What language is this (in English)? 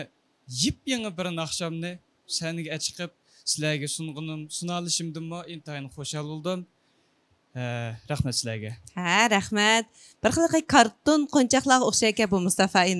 Uyghur